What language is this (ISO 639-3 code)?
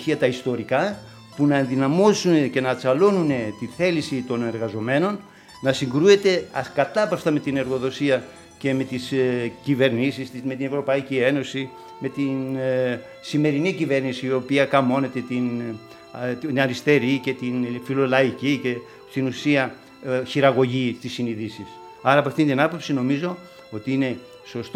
ell